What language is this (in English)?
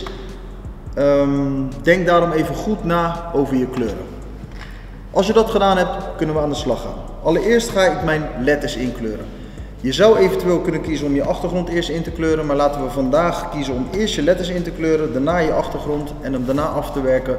Dutch